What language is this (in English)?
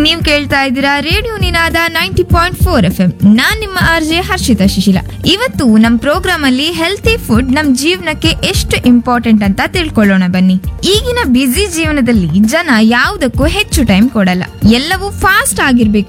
Kannada